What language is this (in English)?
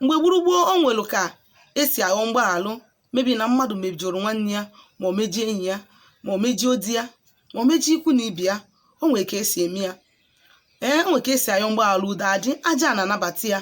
Igbo